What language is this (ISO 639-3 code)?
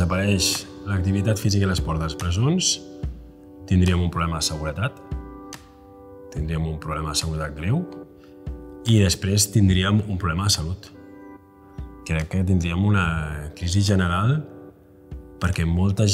cat